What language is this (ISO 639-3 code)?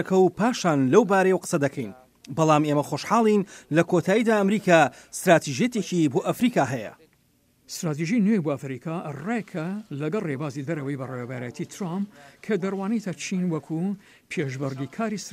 ckb